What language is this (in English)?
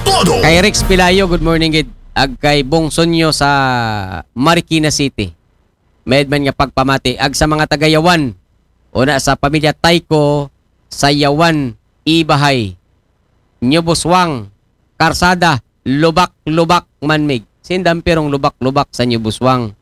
Aklanon